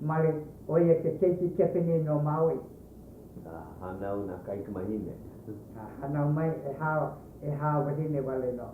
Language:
Hawaiian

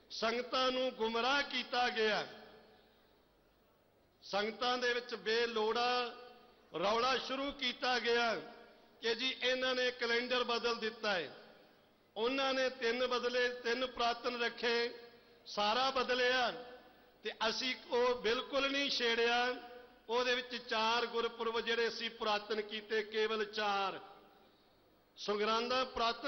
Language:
Punjabi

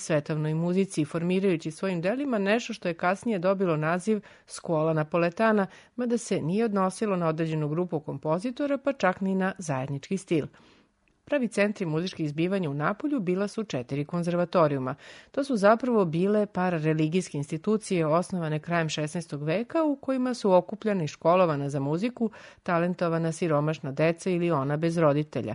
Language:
Serbian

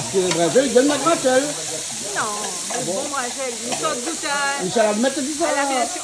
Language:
Réunion Creole French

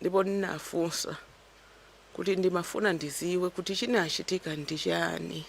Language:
Nyanja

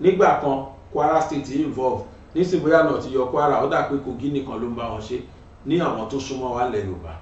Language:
Yoruba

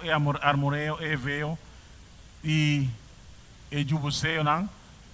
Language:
Papiamento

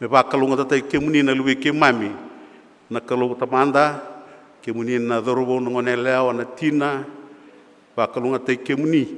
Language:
Fijian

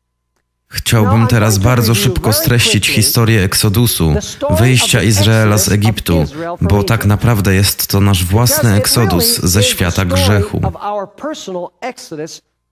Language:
Polish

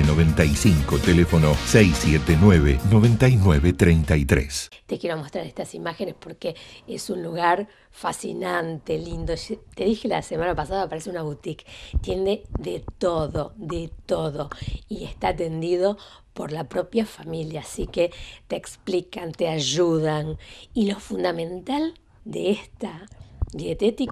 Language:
Spanish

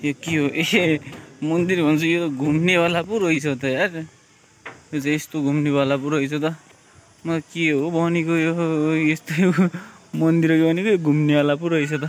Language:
Nepali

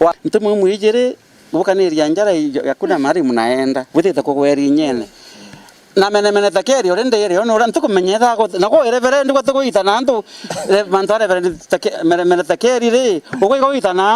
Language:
Meru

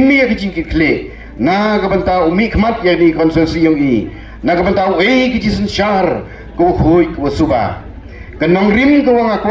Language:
Pnar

